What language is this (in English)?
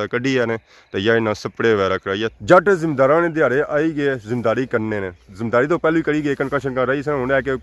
Pahari-Potwari